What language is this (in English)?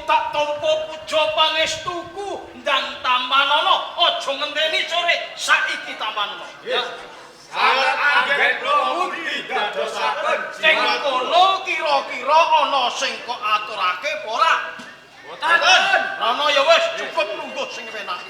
Javanese